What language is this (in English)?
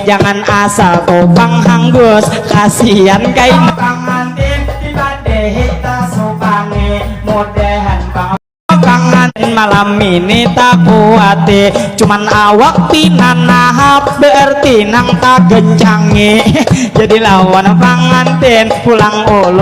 Banjar